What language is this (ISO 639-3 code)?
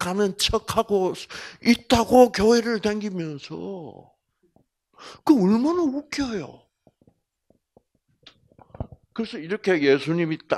kor